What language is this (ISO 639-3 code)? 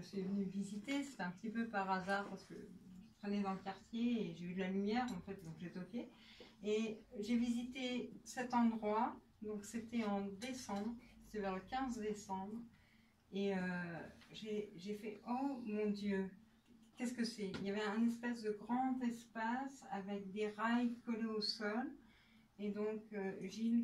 fra